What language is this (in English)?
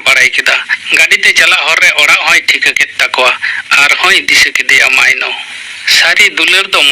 Santali